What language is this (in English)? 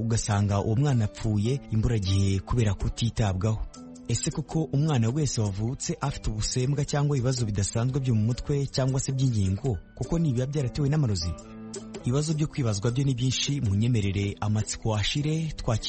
Kinyarwanda